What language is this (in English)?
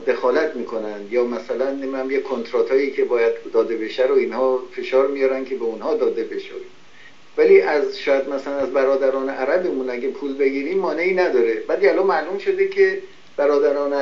Persian